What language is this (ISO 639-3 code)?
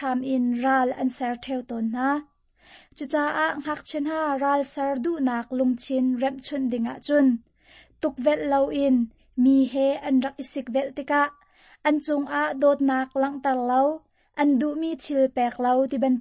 cnh